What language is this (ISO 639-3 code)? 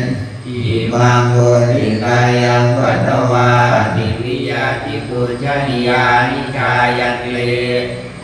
pli